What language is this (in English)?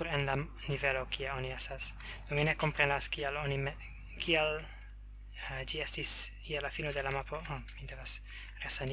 Esperanto